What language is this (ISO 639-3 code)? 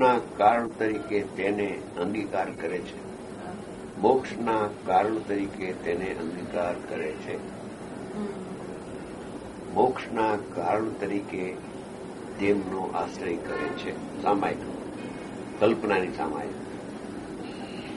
guj